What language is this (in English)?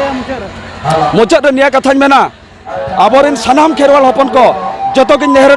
Santali